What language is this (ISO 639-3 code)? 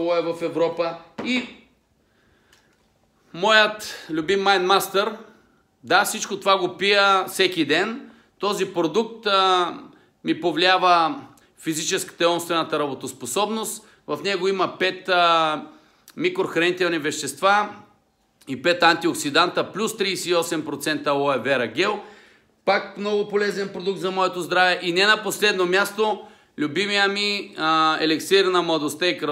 bul